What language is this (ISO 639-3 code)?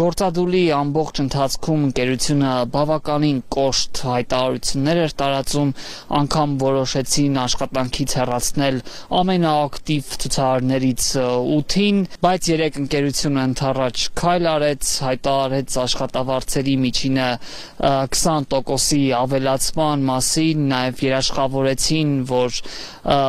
hye